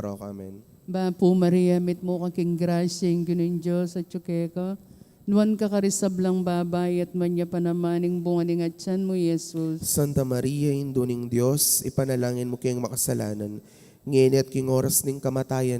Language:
Pampanga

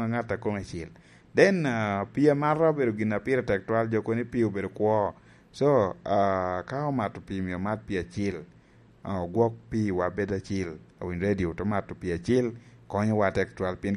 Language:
Lango (Uganda)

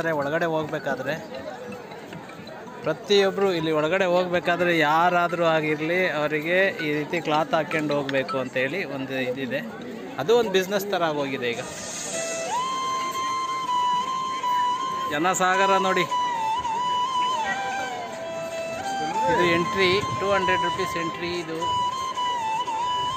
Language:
Kannada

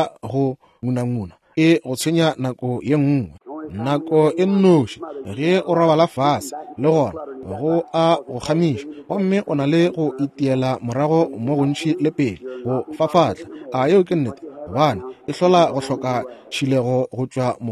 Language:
Northern Sotho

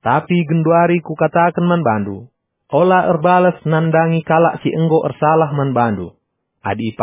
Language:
Batak Karo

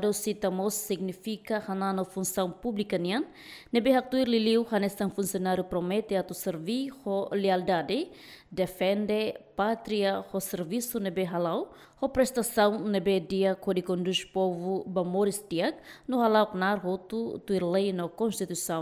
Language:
Tetum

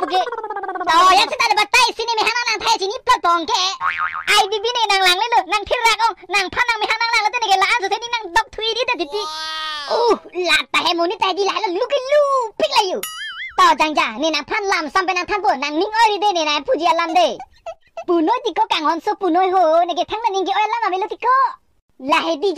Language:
Karbi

